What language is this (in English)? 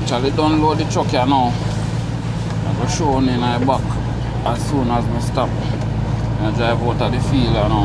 Jamaican Creole English